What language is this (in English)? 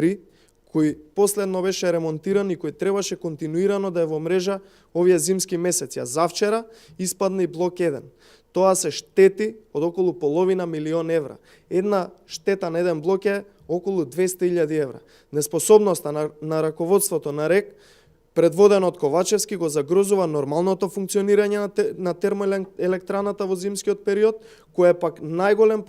Macedonian